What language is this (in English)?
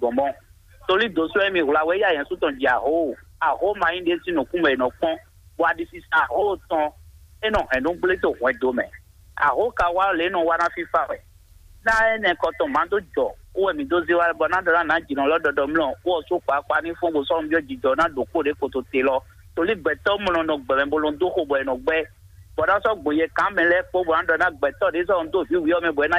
Fon